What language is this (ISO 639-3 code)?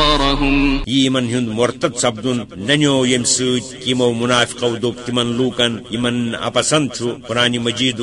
kas